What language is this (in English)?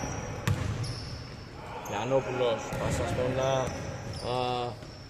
Greek